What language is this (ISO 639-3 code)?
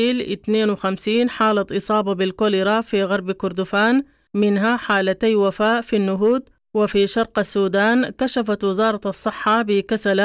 apd